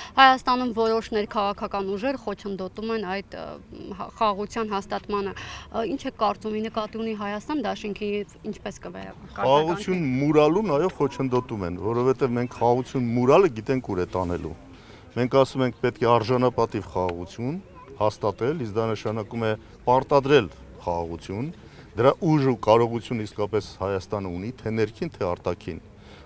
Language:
Armenian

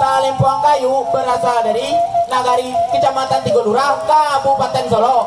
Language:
Minangkabau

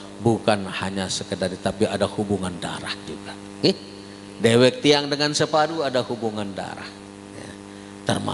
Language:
Sasak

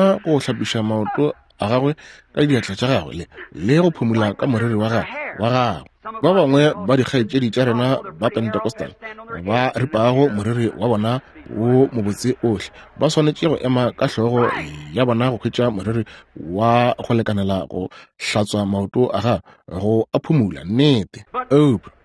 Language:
Northern Sotho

